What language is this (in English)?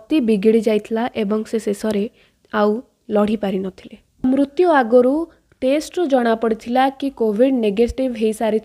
Odia